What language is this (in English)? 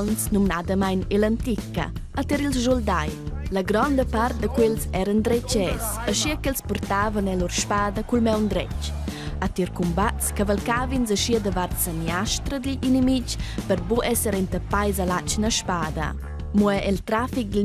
Romansh